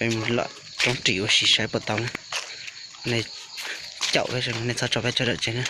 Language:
Hmong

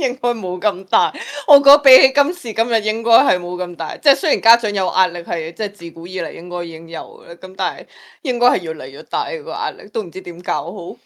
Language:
Cantonese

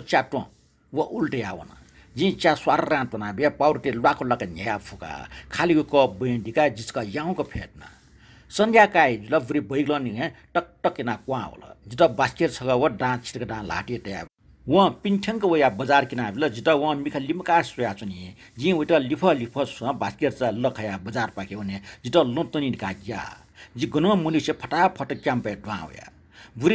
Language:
Newari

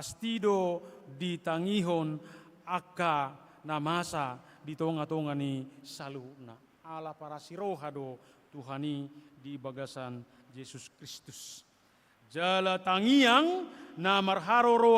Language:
Batak Toba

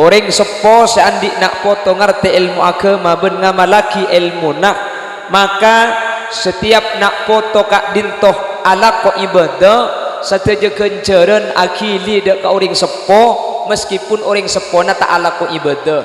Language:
Madurese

